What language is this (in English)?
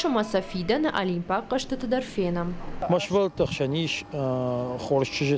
Ossetic